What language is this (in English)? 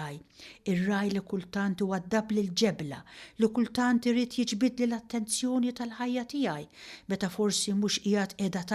Maltese